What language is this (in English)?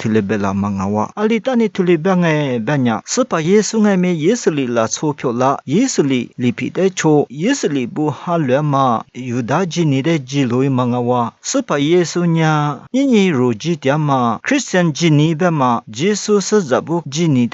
Lisu